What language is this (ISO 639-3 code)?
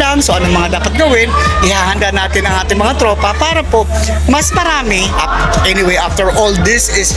fil